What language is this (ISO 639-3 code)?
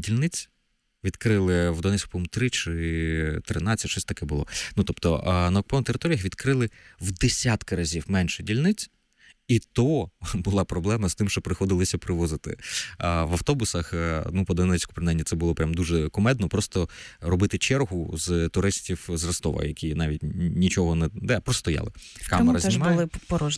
ukr